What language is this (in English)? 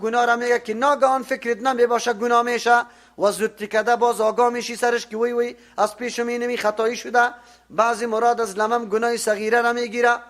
Persian